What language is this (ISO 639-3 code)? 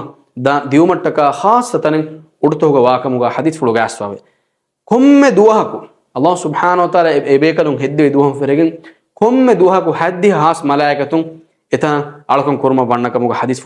div